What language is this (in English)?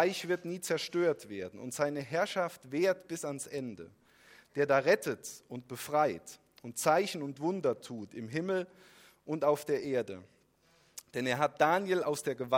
German